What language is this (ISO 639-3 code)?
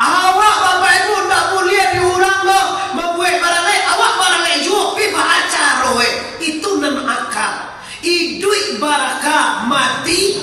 min